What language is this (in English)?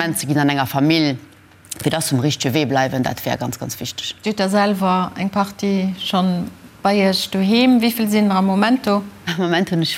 Luxembourgish